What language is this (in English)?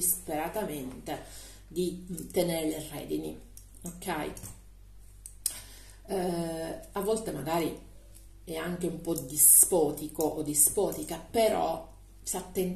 Italian